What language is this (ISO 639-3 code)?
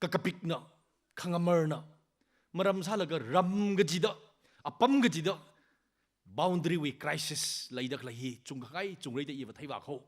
nmf